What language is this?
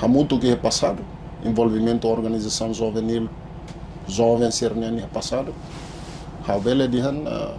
Tetum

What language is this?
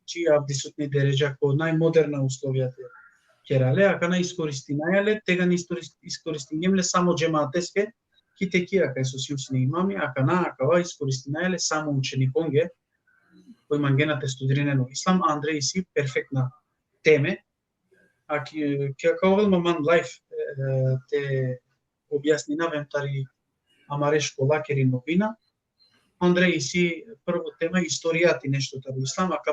Balkan Romani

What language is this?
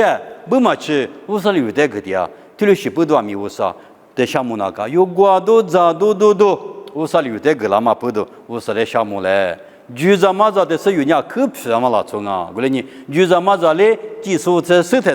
Lisu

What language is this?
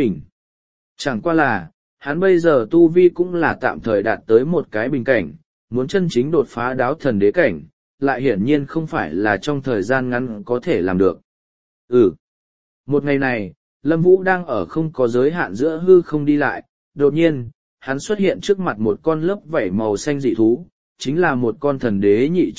Vietnamese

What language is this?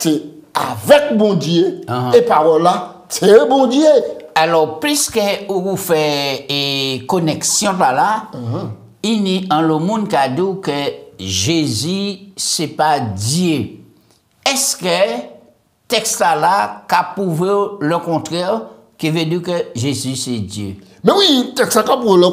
French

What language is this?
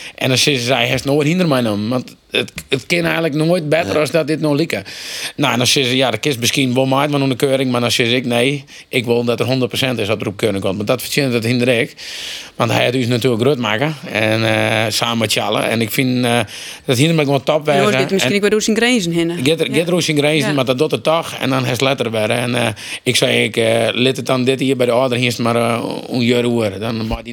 Western Frisian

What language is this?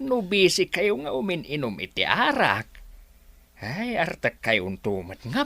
Iloko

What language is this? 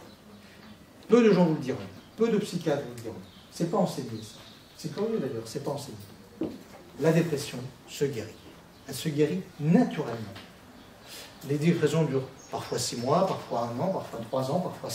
French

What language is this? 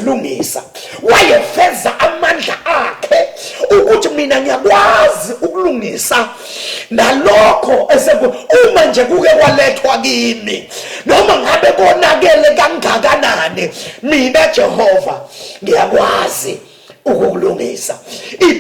Zulu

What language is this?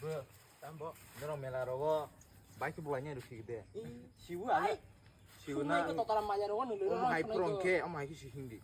Kok Borok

